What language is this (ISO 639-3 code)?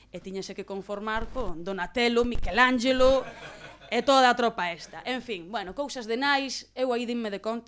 glg